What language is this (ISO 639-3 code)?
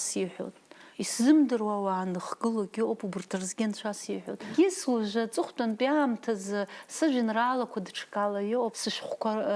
abk